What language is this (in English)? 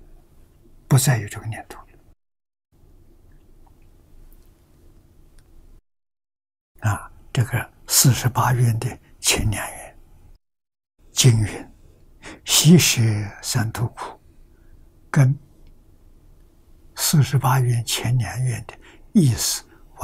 Chinese